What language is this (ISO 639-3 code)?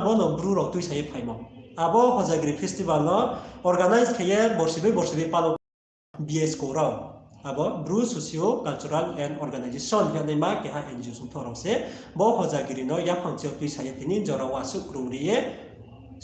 ria